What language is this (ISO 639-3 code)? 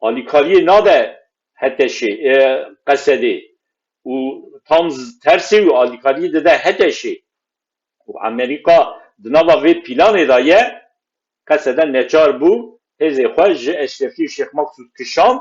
kur